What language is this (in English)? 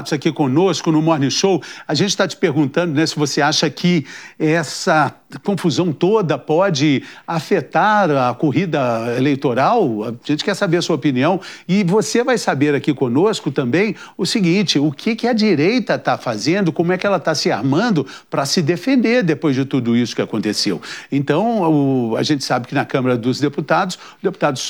Portuguese